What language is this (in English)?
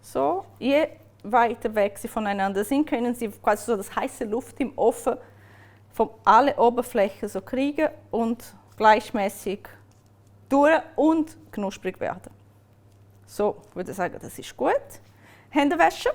Swiss German